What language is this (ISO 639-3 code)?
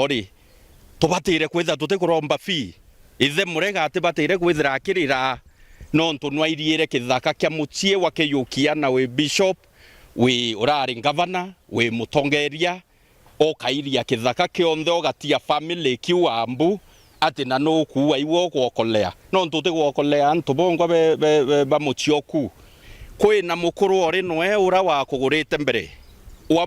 mer